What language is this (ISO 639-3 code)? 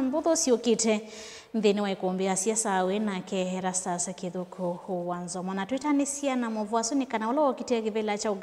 kam